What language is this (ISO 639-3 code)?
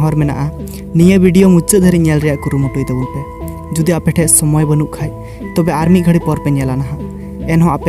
sat